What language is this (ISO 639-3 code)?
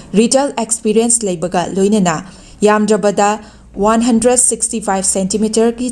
mni